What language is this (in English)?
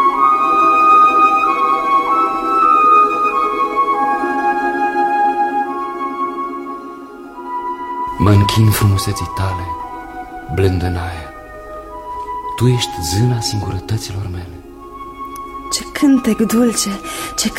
Romanian